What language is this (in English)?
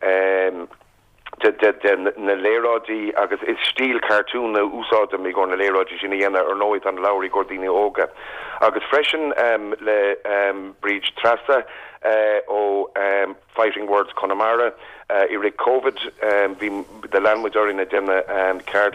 Irish